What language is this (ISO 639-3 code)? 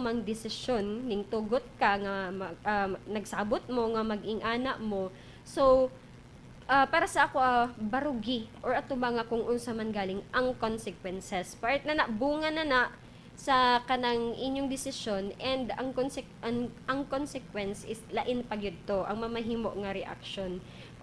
ceb